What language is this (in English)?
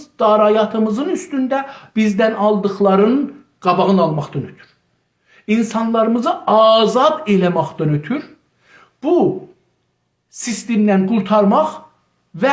South Azerbaijani